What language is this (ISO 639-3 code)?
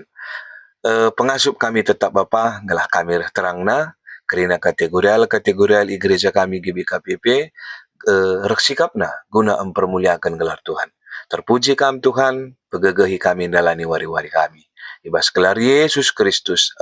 btx